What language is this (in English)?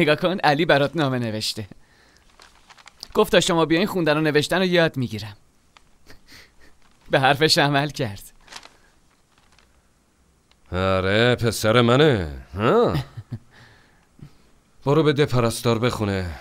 Persian